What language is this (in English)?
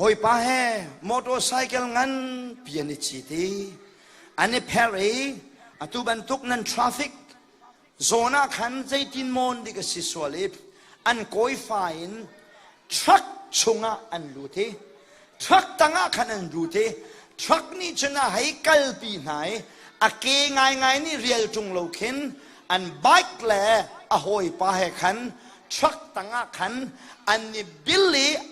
Hakha Chin